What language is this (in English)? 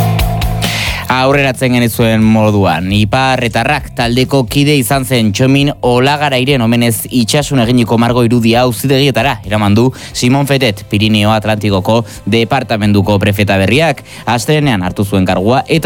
Basque